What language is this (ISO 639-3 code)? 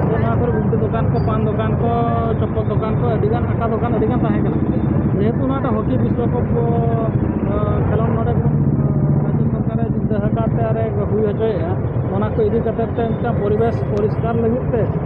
sat